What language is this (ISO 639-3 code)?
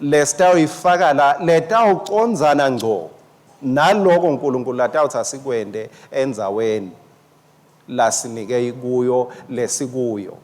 ssw